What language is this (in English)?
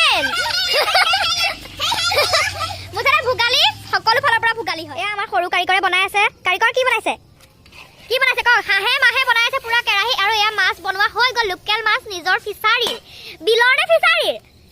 Assamese